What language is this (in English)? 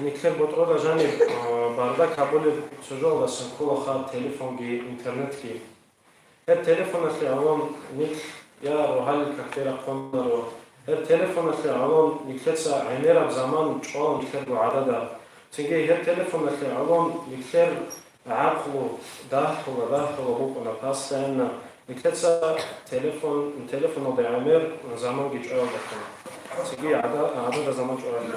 Avaric